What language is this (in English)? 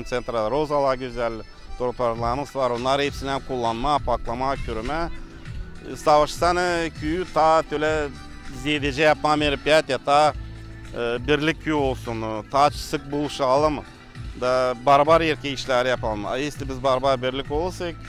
Gagauz